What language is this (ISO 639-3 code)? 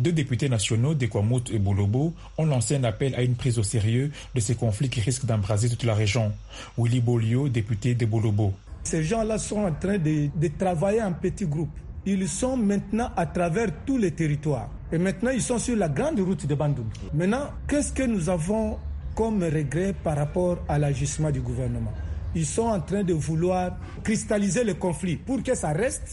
fra